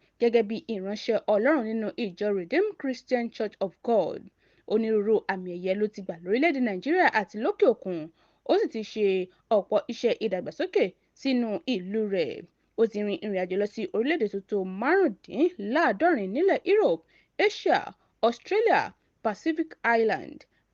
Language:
Yoruba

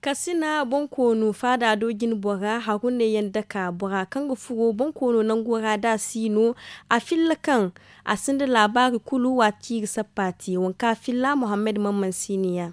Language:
Zarma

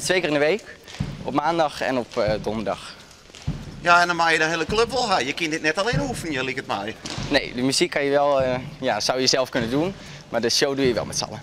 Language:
Western Frisian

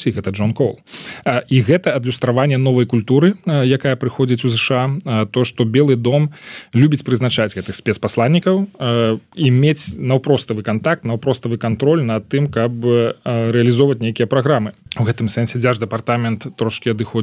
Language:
Belarusian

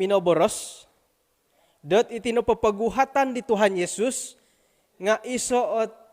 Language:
Central Dusun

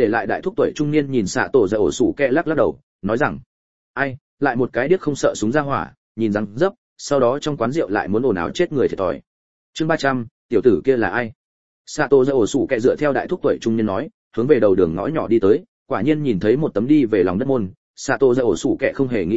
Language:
Vietnamese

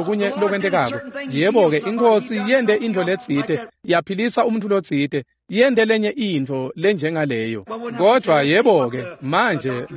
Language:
Swati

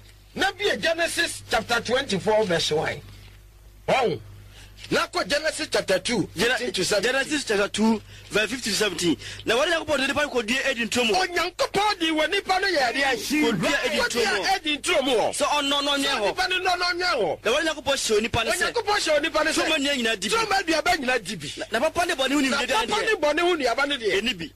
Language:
Akan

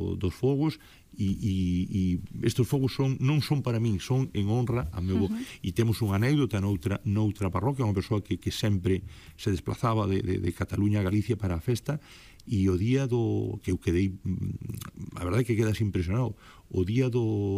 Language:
Galician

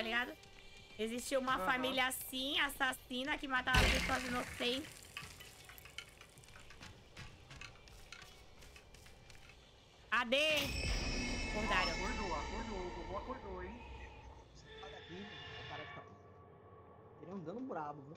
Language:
Portuguese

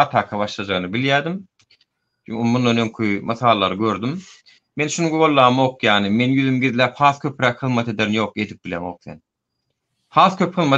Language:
Turkmen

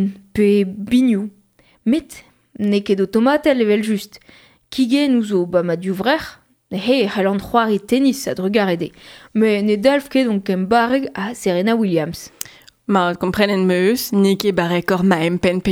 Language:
Breton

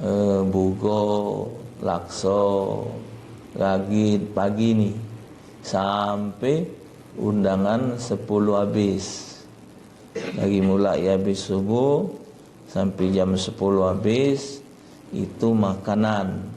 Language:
Musi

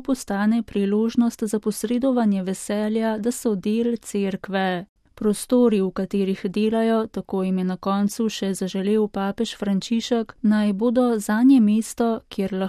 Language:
Slovenian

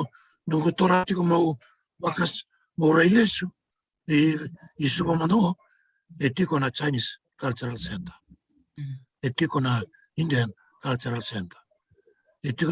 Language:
Fijian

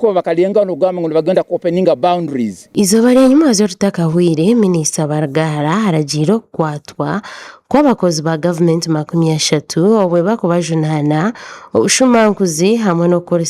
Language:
Nyankole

